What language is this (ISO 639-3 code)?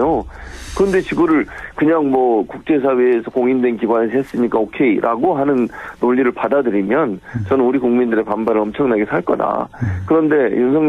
kor